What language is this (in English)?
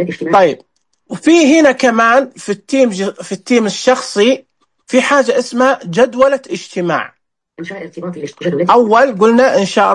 Najdi Arabic